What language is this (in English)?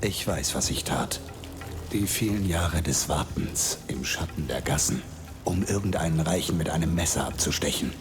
Bavarian